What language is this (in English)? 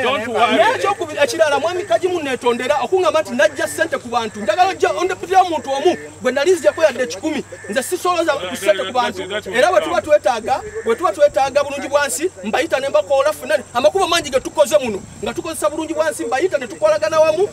Ganda